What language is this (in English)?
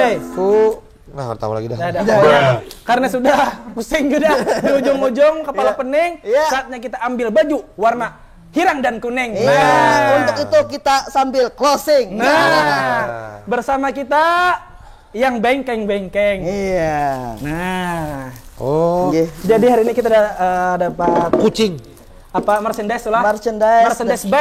Banjar